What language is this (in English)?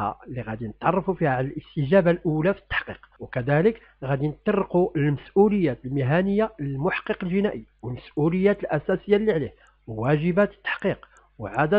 Moroccan Arabic